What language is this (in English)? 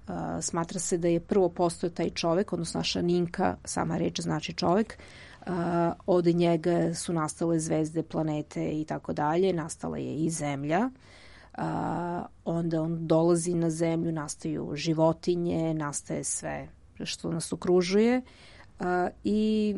Serbian